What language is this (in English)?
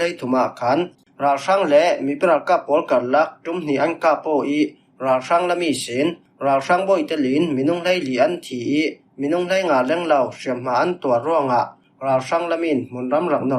Falam Chin